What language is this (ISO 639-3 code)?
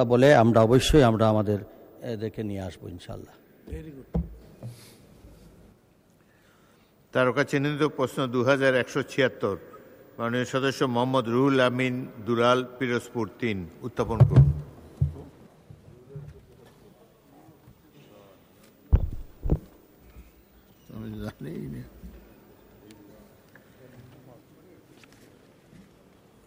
ben